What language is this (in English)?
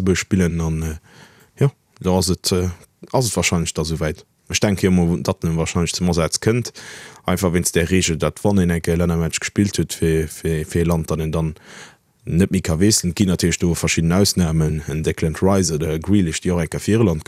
Luxembourgish